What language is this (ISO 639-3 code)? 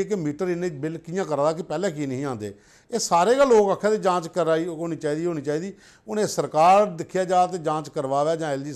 doi